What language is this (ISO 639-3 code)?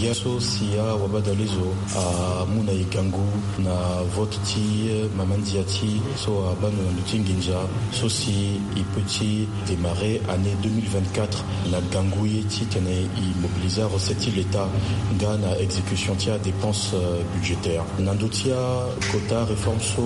sag